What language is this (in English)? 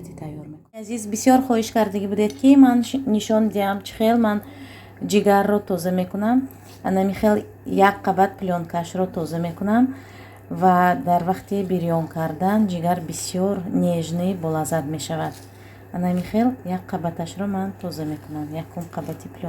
Tajik